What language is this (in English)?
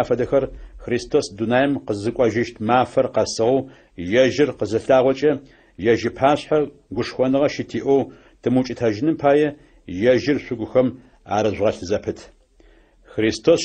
Adyghe